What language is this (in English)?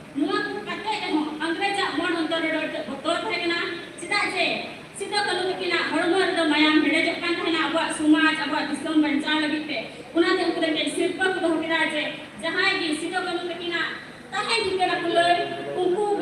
Santali